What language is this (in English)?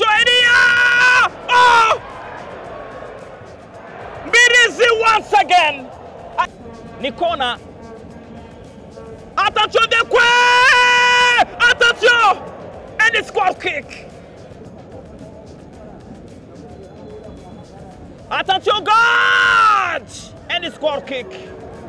Kinyarwanda